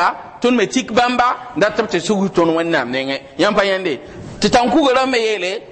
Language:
Mossi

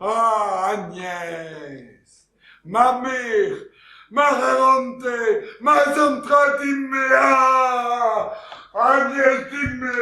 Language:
Breton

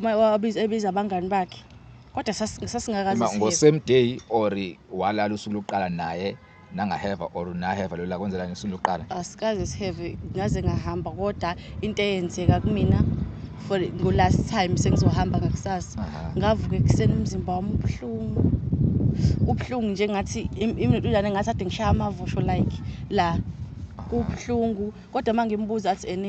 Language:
Zulu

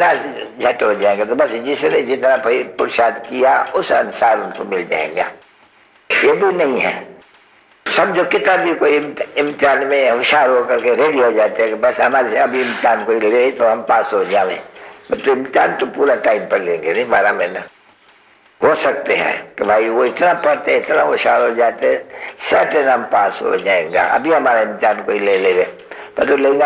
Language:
Hindi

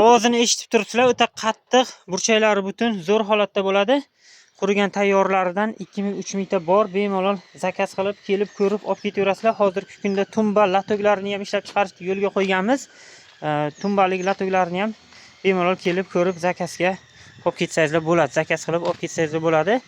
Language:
Uzbek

